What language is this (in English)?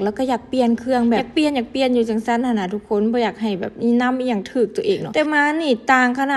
Lao